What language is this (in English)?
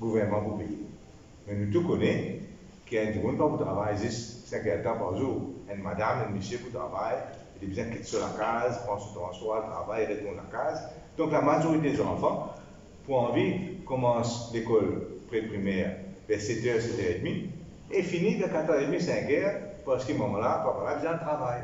Morisyen